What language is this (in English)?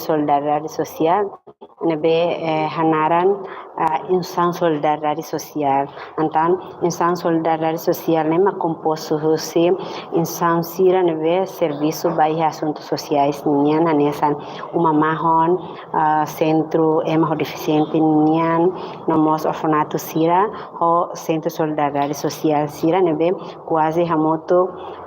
Tetum